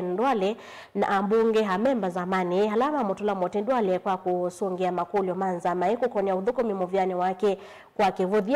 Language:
Kamba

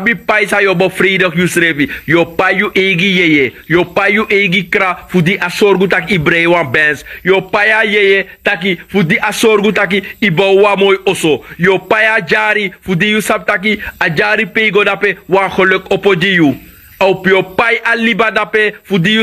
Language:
Sranan Tongo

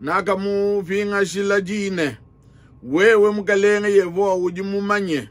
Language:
Luba-Lulua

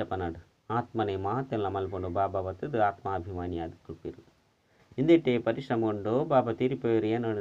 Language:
Tulu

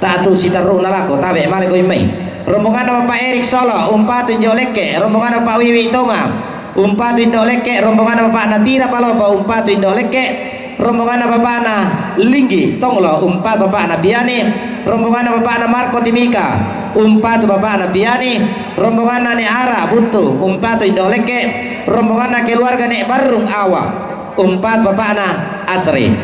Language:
Toraja-Sa'dan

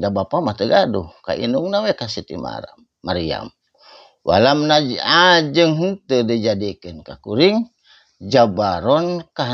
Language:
Sundanese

